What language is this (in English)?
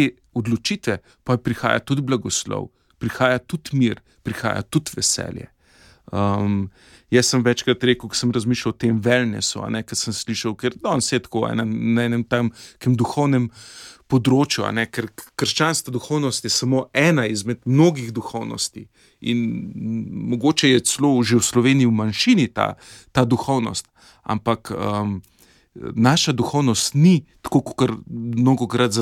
Slovenian